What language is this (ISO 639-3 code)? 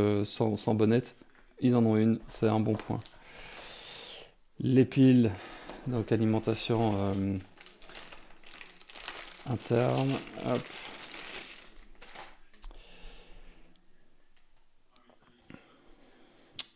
fra